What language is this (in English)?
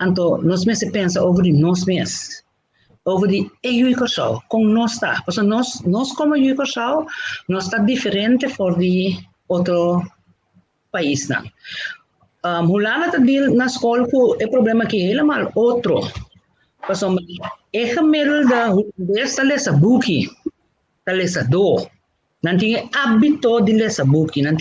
Papiamento